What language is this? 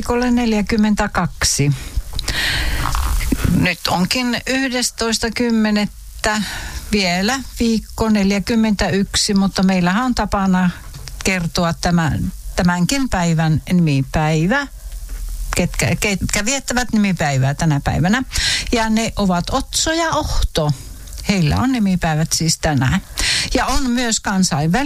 Finnish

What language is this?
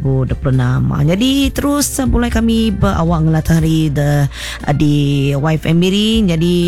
Iban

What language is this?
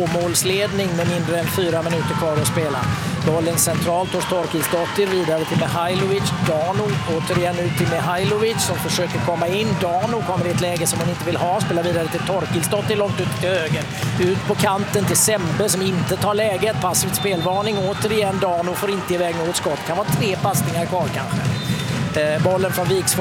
Swedish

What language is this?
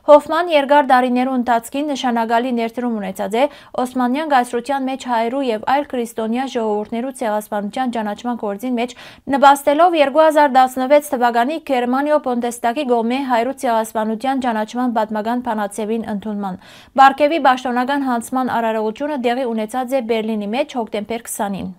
Western Armenian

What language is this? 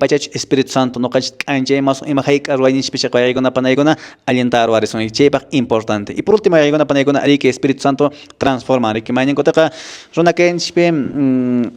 Quechua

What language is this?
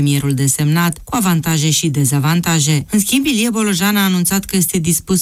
Romanian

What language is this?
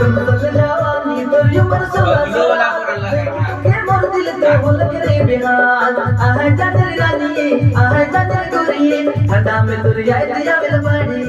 Sadri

